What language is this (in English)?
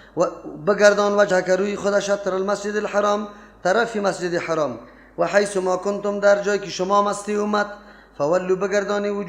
Persian